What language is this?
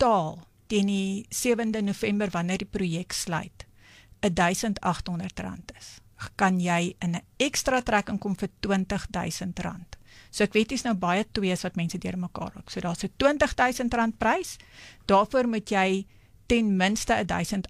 Afrikaans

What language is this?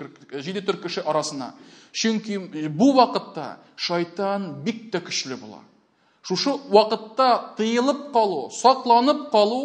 Tatar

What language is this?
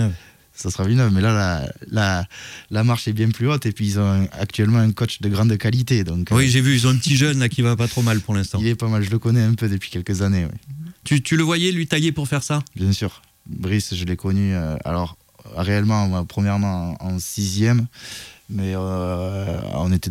French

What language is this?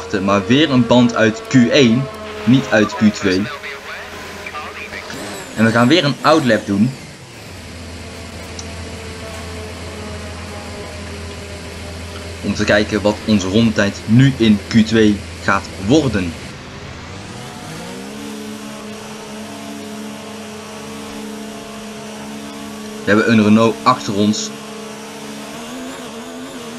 Dutch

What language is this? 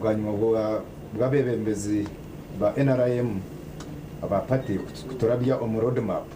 Nyankole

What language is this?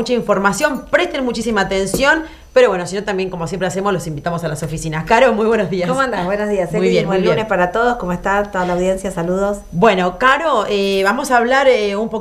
Spanish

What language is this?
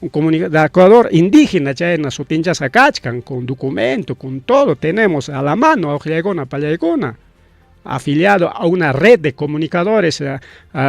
Ayacucho Quechua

